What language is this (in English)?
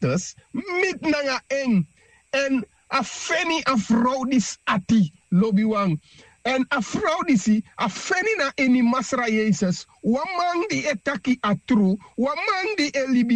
Sranan Tongo